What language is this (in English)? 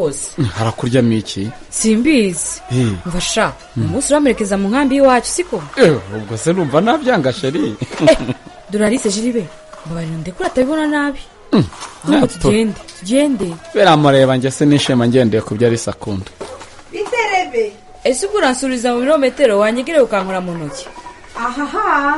Kinyarwanda